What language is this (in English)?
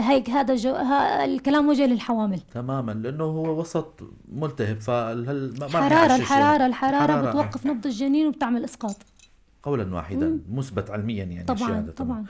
North Levantine Arabic